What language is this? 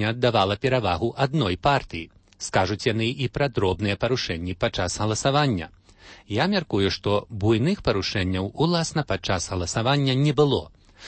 Belarusian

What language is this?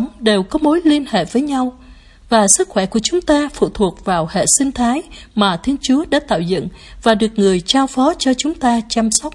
Vietnamese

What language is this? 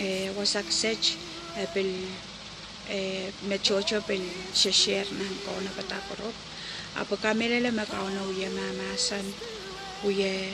Pohnpeian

